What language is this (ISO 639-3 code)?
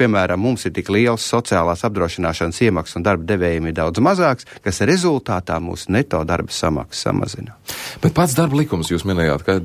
lav